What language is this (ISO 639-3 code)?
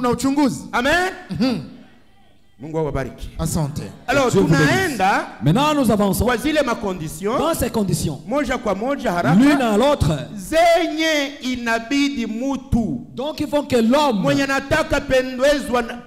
swa